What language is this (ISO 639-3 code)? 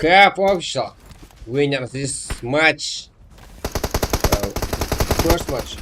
kaa